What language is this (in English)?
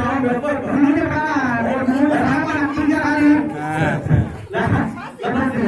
Betawi